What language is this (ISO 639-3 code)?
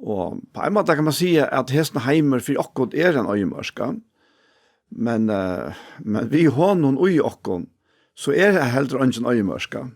fao